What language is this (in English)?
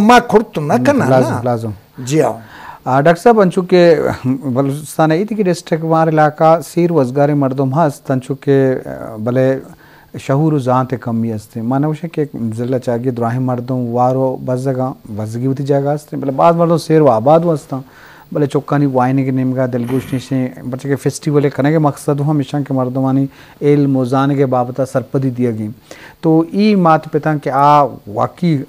Eastern Balochi